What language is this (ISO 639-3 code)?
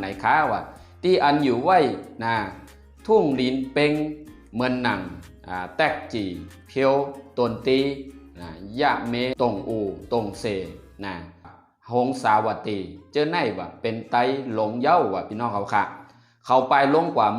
shn